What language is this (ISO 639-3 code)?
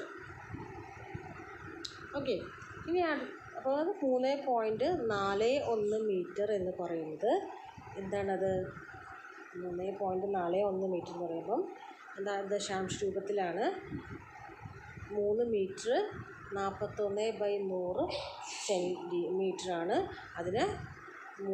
mal